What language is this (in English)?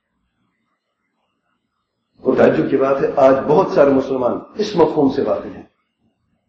Urdu